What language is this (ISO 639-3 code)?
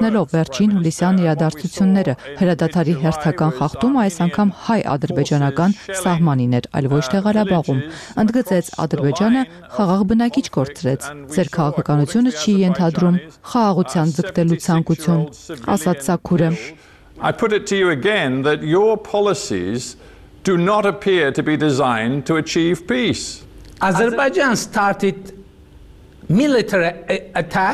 hye